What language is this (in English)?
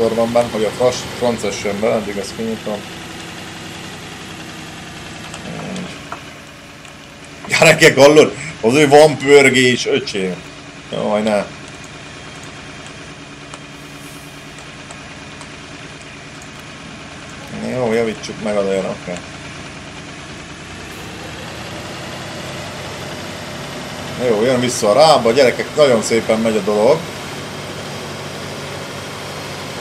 Hungarian